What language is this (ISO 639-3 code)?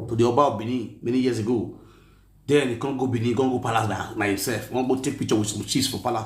pcm